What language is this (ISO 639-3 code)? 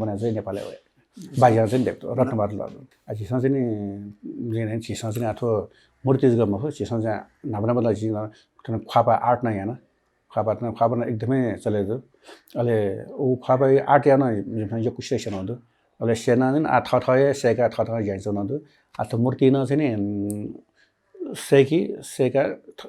new